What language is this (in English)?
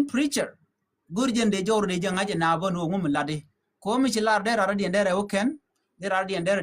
Nuer